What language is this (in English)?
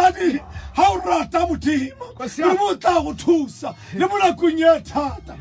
Tswana